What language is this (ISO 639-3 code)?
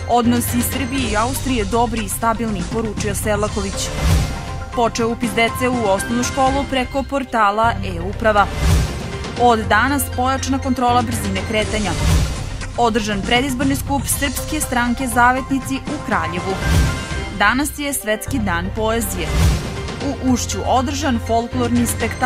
srp